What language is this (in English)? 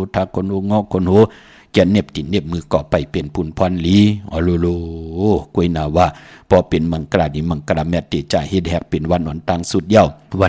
Shan